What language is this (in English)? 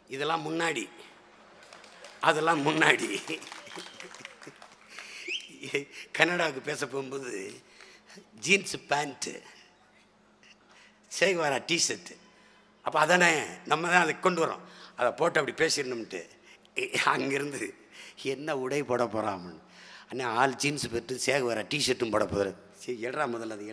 Tamil